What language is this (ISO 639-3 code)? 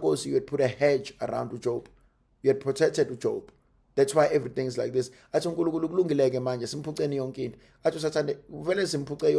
zul